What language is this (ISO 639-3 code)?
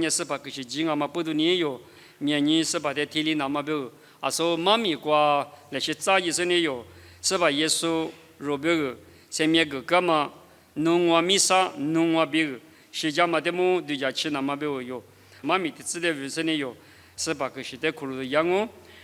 lis